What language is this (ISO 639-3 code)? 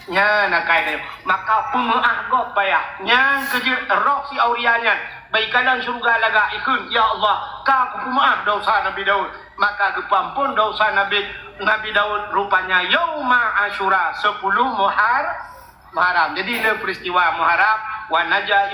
ace